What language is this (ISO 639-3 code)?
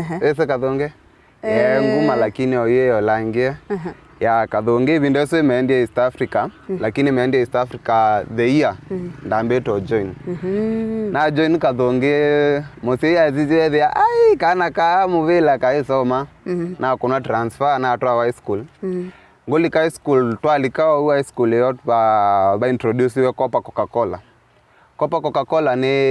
kam